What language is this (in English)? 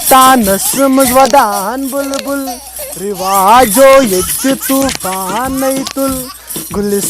Kashmiri